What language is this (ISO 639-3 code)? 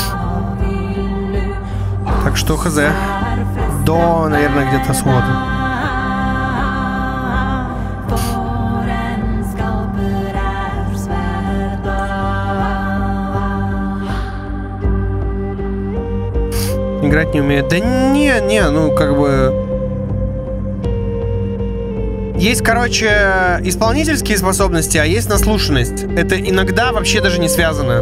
rus